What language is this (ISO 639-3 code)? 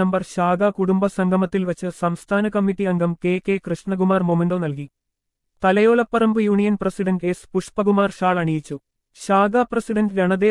mal